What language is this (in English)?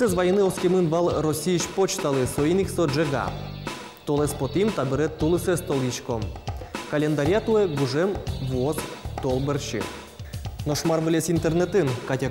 Udmurt